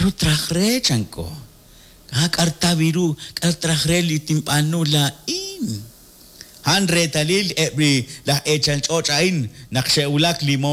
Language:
Kekchí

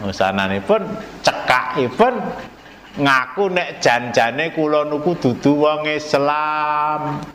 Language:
Javanese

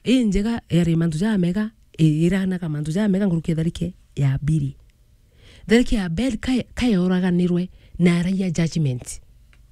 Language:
Meru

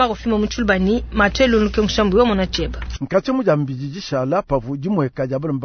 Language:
Luba-Lulua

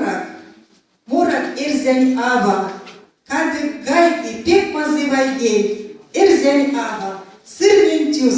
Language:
Erzya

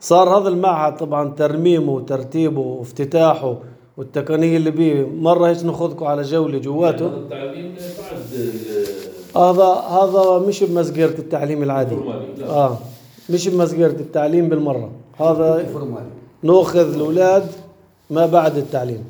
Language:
North Levantine Arabic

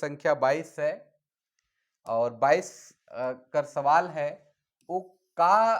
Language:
Sadri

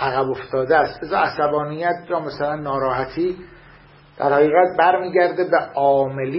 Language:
Persian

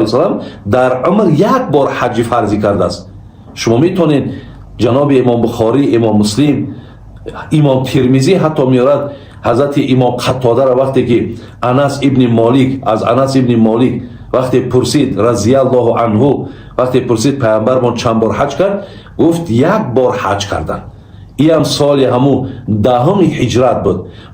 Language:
Tajik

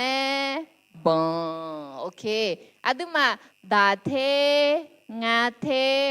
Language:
Akha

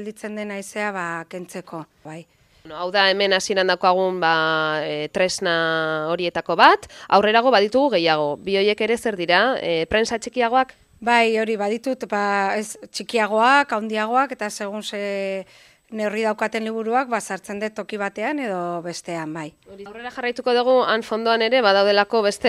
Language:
Basque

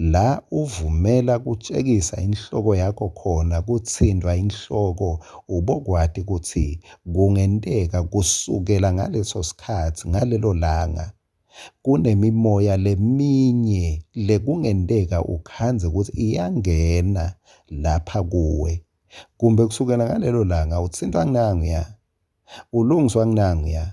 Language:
Swati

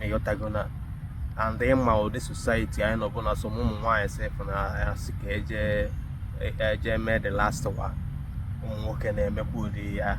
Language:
Igbo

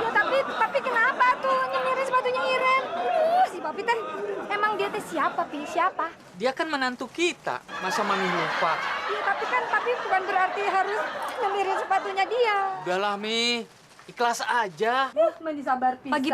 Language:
Betawi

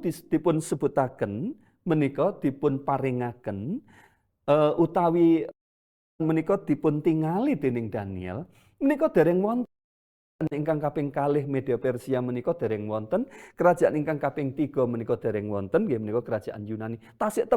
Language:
Javanese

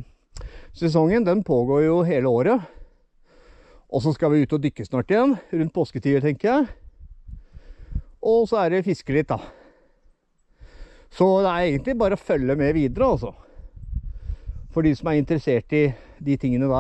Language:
Norwegian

